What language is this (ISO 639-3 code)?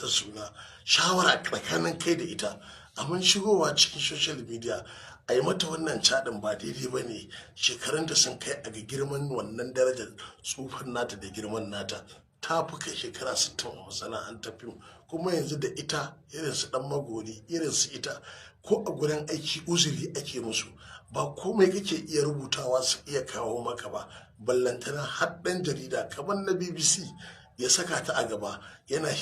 hau